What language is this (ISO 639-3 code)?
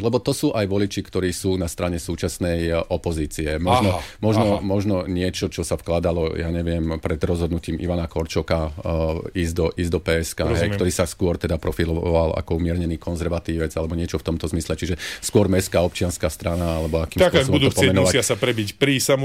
slk